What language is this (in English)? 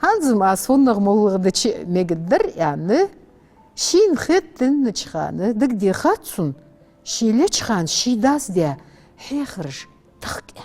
Ingush